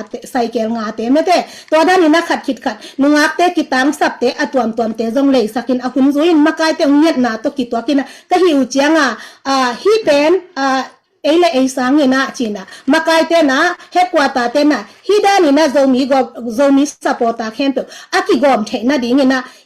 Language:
Tedim Chin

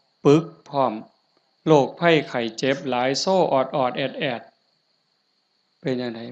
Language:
Northeastern Thai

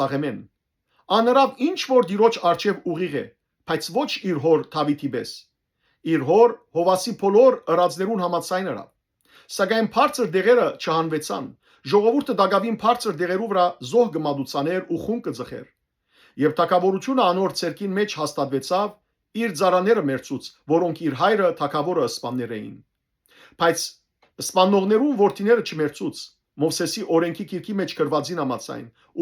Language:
Western Armenian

